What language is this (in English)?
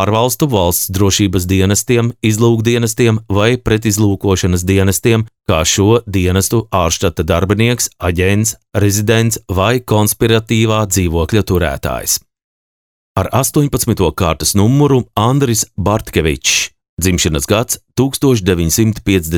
Latvian